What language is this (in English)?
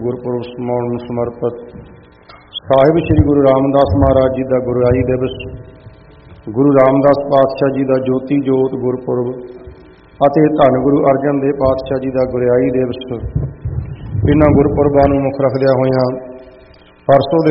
Punjabi